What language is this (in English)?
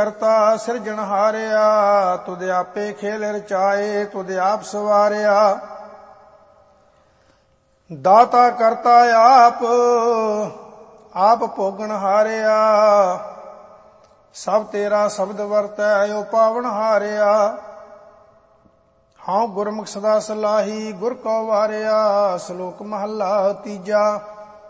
Punjabi